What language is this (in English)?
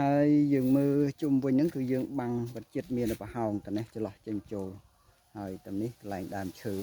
Khmer